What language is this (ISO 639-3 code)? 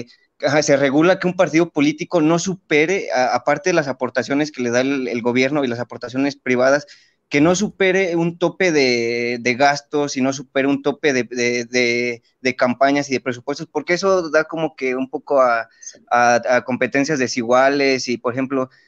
spa